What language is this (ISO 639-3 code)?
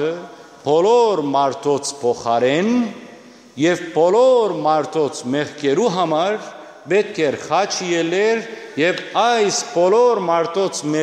hyw